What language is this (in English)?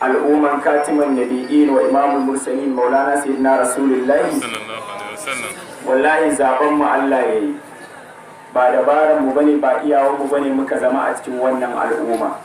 Hausa